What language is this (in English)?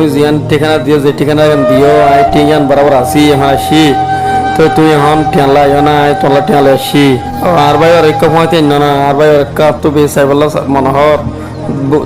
Rohingya